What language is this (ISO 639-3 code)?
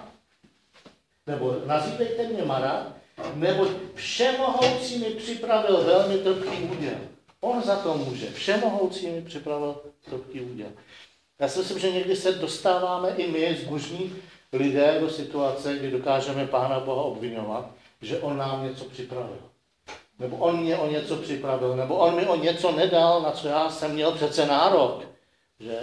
ces